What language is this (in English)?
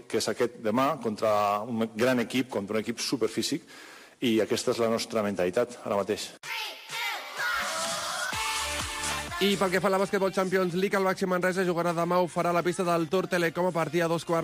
Catalan